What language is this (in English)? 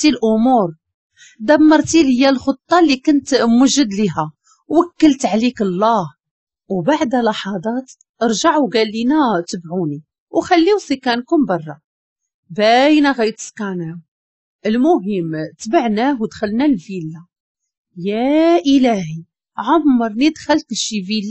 Moroccan Arabic